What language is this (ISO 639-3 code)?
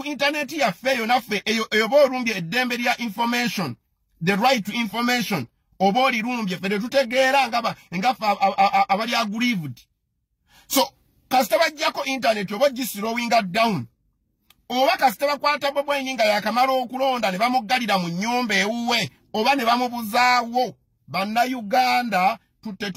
lug